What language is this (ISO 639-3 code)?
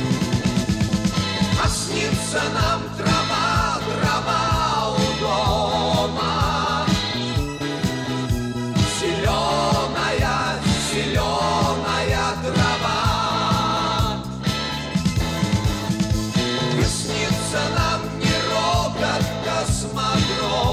rus